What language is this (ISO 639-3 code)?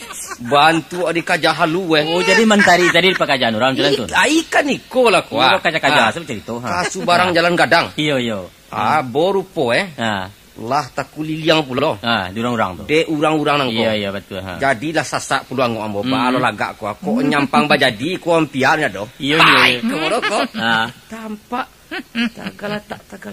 min